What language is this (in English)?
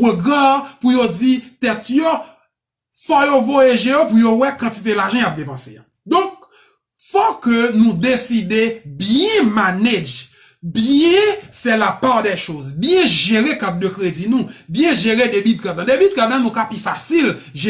Haitian Creole